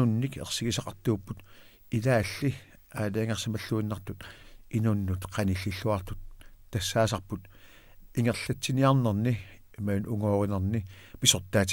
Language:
Kalaallisut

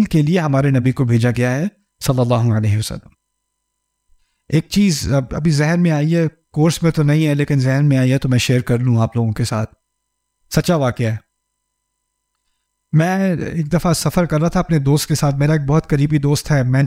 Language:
Urdu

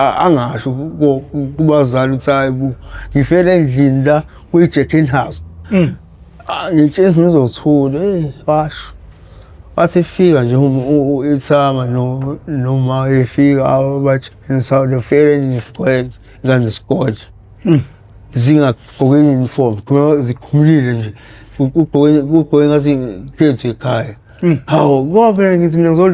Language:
Zulu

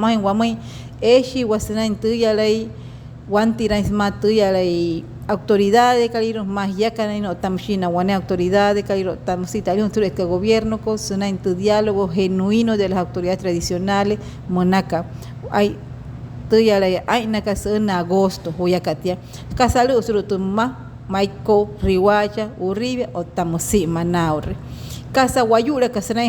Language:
Wayuu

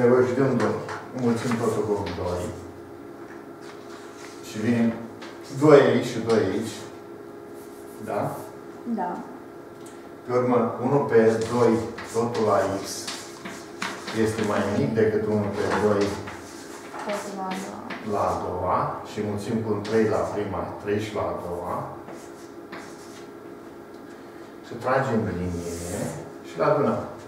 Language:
Romanian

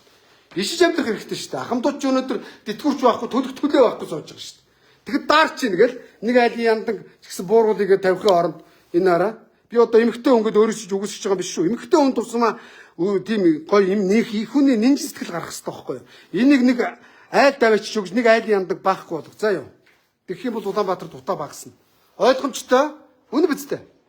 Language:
Mongolian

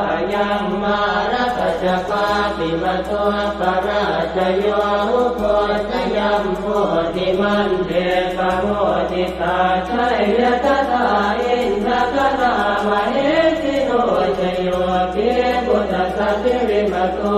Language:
Pali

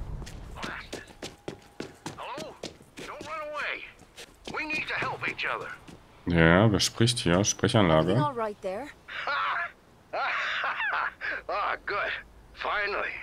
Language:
German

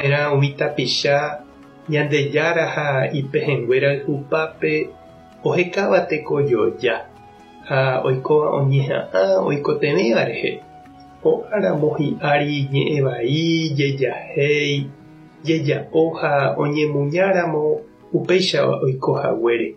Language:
Guarani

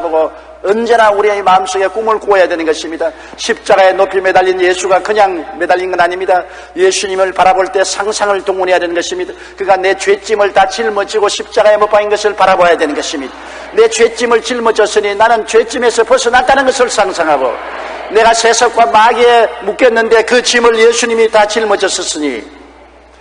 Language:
Korean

